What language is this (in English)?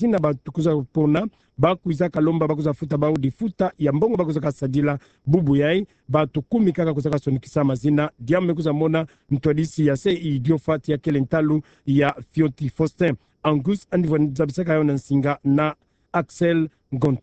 Kituba (Democratic Republic of Congo)